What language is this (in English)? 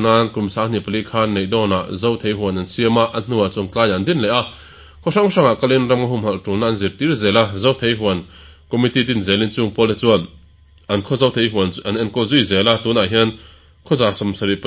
Mizo